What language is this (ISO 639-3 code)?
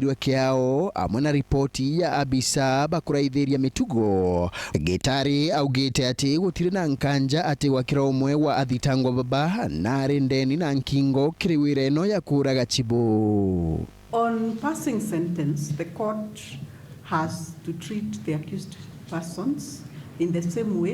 mer